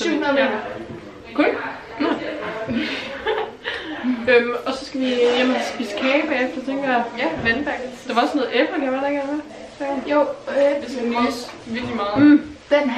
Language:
Danish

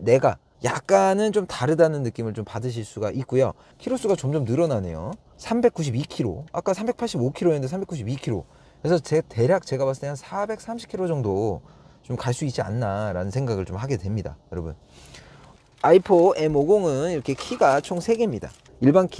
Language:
Korean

